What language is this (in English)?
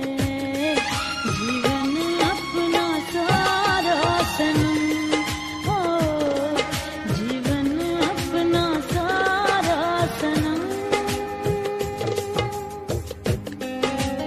Hindi